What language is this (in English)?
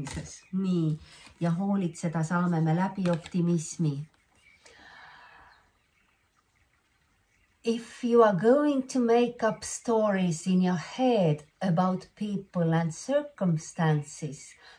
Estonian